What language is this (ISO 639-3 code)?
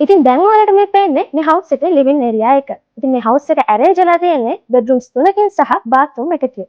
sin